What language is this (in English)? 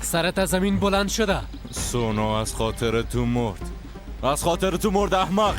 Persian